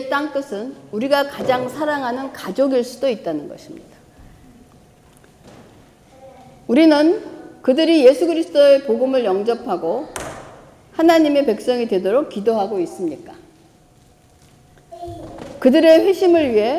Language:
Korean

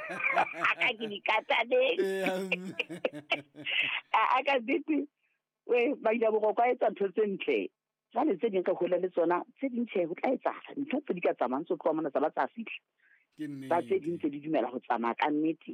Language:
Southern Sotho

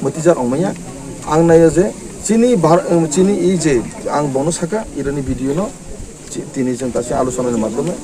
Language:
Kok Borok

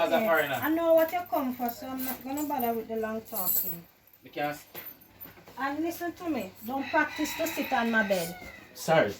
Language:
Jamaican Creole English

